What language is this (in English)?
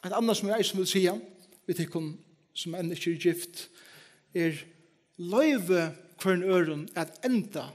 Faroese